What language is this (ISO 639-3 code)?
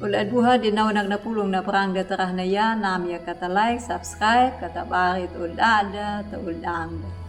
akg